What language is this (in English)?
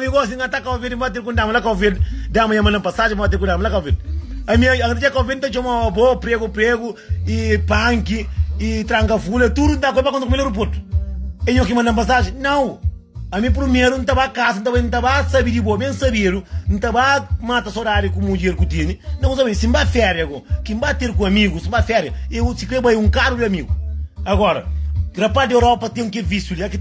Kabuverdianu